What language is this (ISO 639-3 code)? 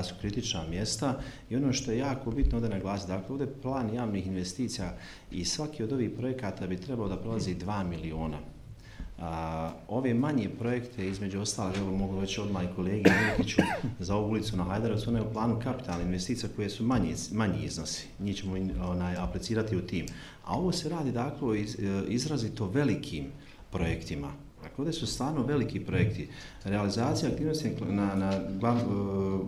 bos